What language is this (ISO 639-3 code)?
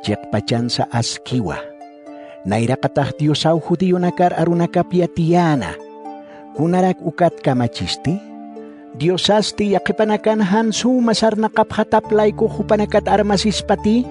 aym